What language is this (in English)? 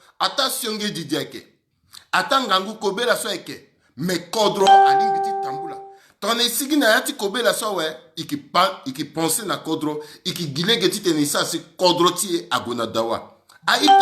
Sango